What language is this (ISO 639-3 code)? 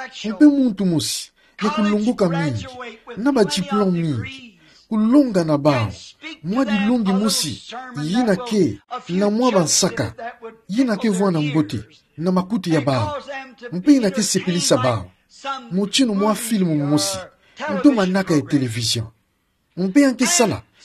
ktu